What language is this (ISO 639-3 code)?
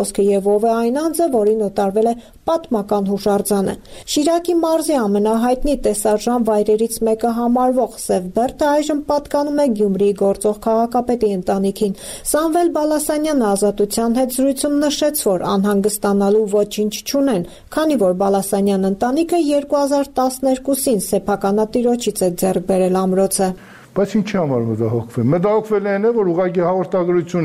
hye